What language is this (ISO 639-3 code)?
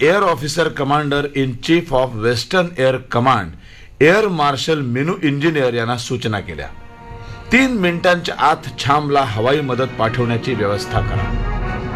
mar